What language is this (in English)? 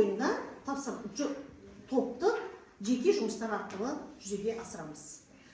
Kazakh